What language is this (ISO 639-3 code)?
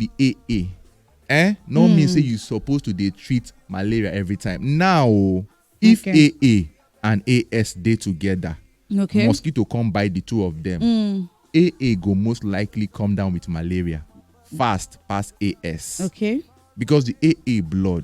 pcm